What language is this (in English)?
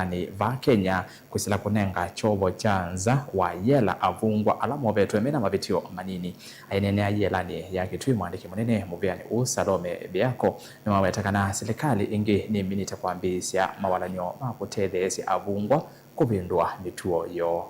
Kamba